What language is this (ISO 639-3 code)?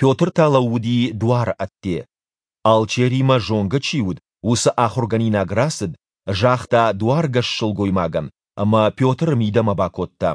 oss